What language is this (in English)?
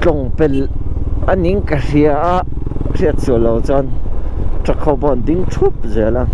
Mizo